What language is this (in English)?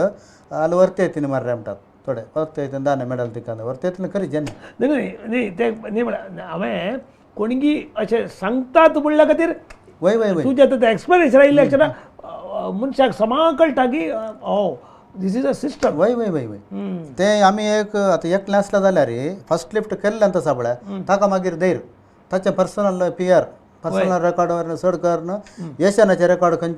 Konkani